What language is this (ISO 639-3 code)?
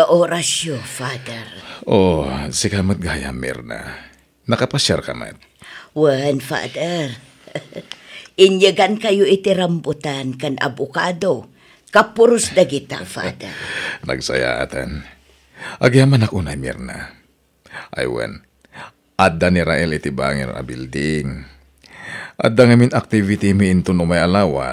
ilo